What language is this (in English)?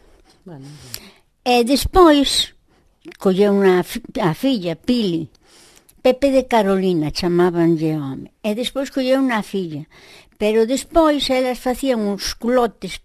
Galician